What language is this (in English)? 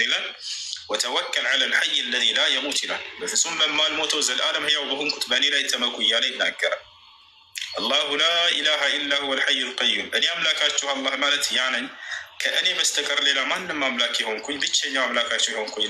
Amharic